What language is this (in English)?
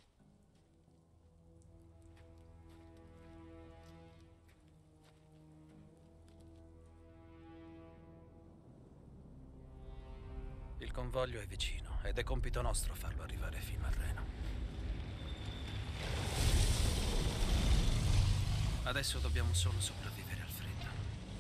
Italian